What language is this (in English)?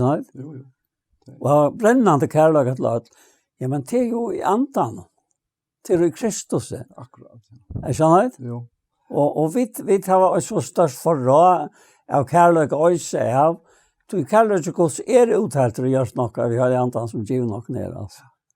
Faroese